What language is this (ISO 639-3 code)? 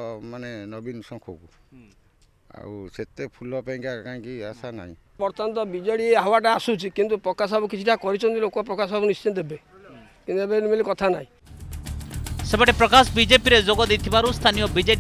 ori